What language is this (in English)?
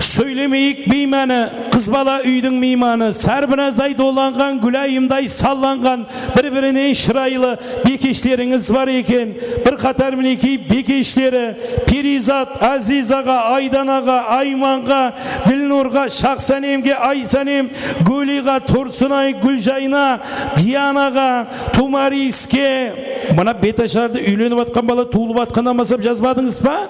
Kara-Kalpak